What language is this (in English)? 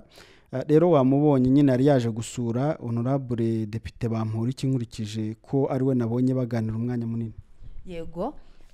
Kinyarwanda